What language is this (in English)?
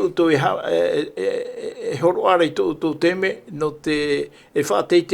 Tahitian